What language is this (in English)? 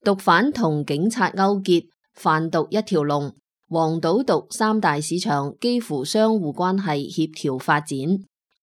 Cantonese